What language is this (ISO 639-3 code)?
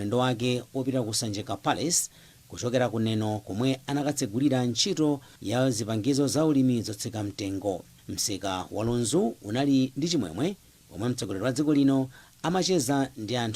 nya